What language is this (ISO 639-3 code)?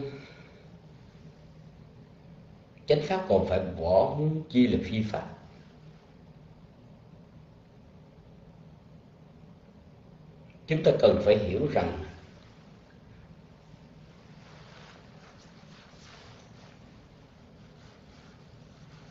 vie